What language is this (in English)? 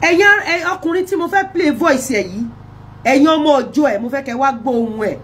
Yoruba